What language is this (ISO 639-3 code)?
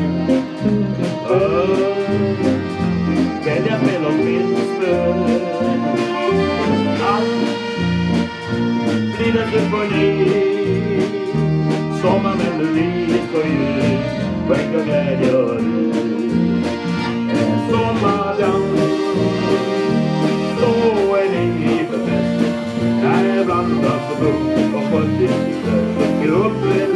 swe